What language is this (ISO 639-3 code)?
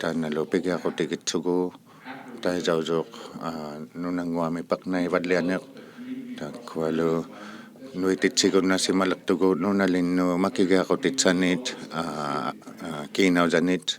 iku